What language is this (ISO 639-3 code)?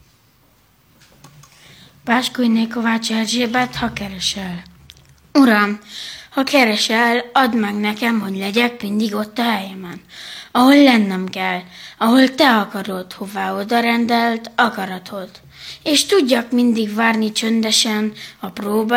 hun